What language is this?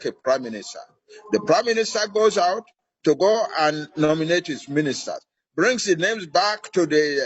Yoruba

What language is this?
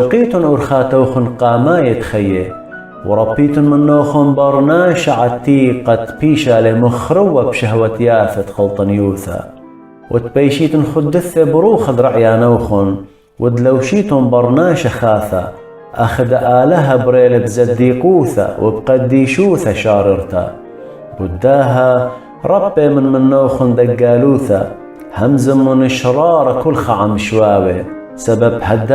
Assyrian Neo-Aramaic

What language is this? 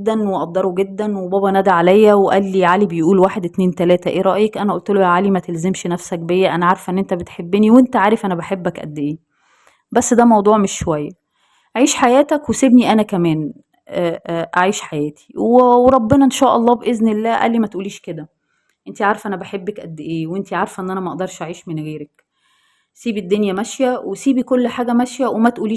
Egyptian Arabic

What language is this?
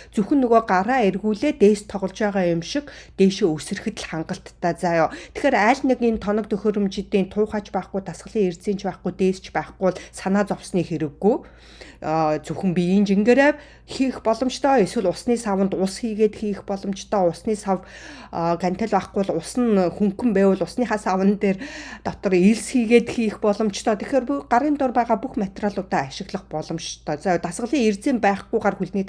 Mongolian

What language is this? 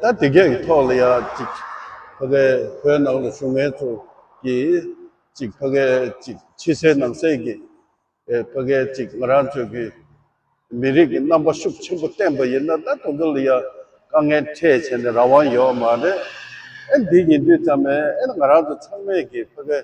Tibetan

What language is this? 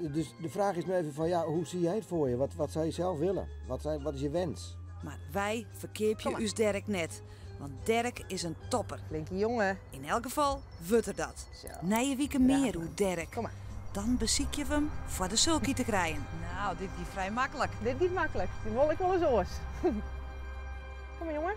Western Frisian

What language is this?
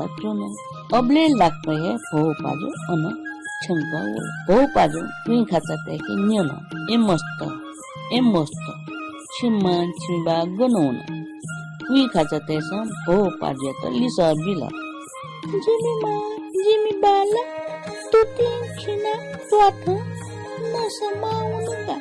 Newari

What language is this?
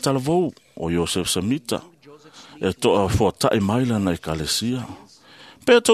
Samoan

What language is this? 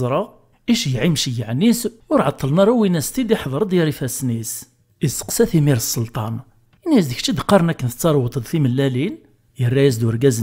Kabyle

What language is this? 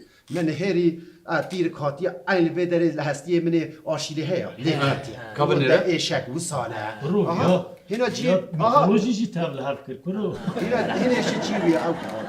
Kurdish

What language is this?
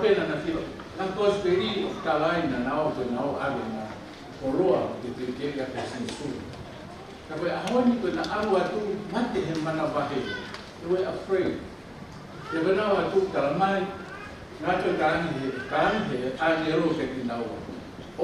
Tongan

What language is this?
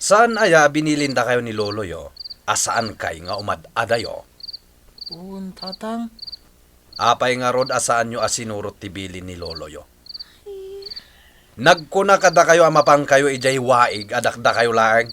Iloko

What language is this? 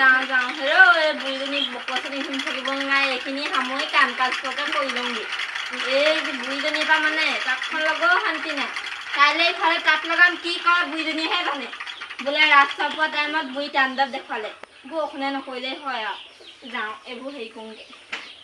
Assamese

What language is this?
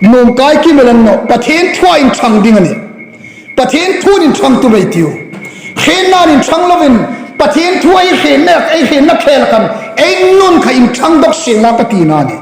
Hmar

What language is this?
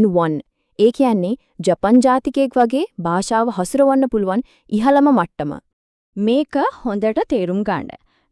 Sinhala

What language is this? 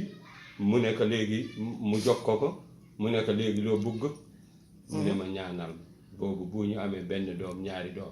Wolof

